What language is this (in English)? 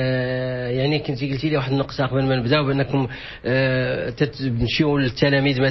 Moroccan Arabic